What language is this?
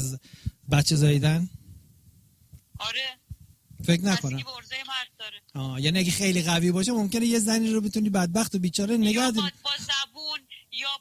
Persian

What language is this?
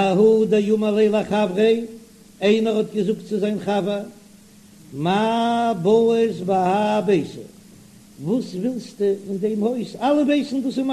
Yiddish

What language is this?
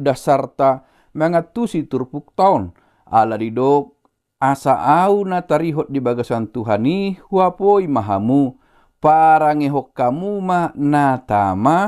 Batak Toba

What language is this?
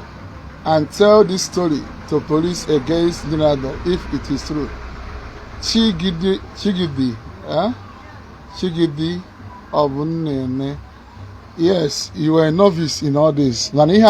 Igbo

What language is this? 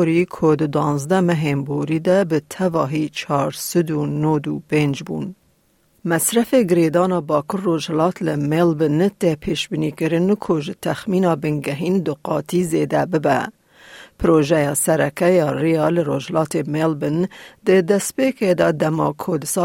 Kurdish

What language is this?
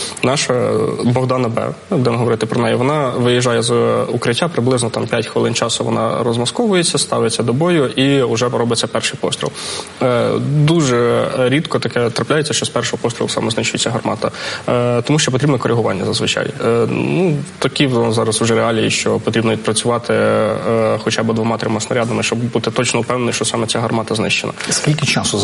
Ukrainian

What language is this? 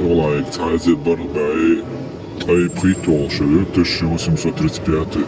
Chechen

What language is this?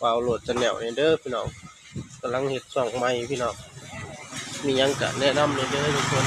Lao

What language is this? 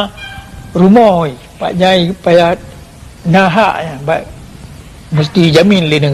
Achinese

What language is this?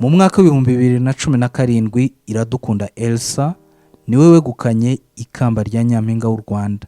Kinyarwanda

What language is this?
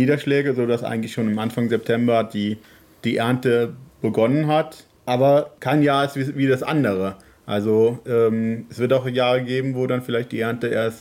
Luxembourgish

